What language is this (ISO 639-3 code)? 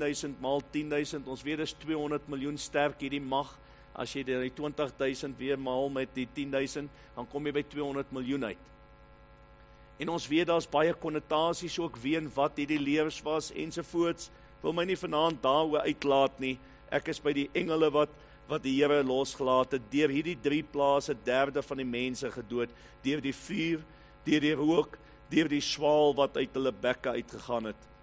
afr